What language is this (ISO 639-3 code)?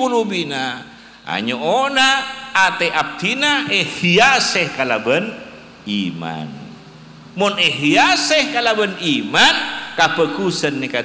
mad